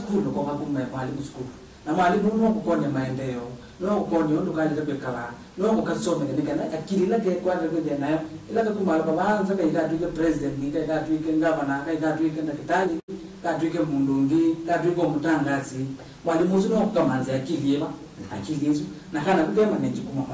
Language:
Kamba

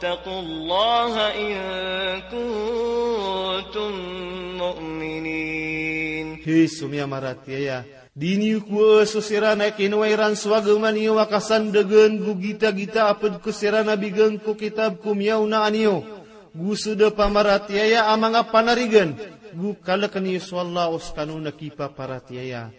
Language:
Maranao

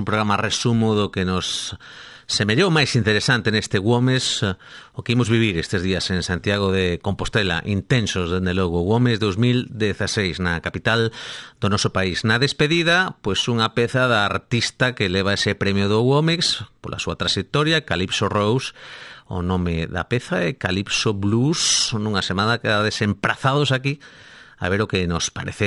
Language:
Galician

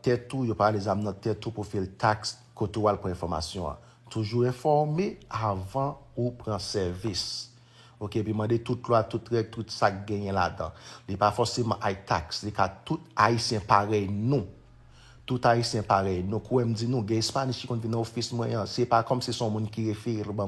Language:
Haitian Creole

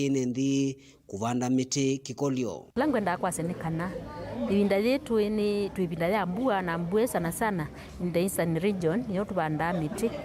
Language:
Kamba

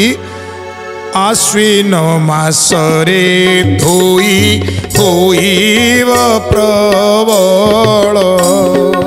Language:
Odia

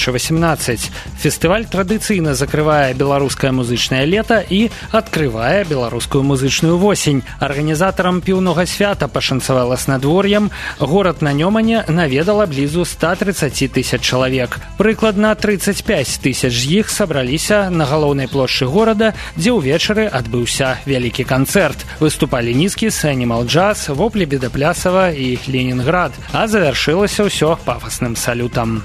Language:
Belarusian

